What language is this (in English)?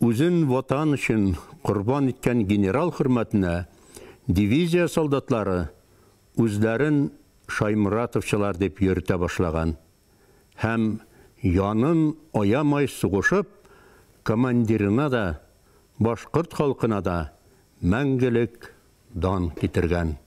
Bashkir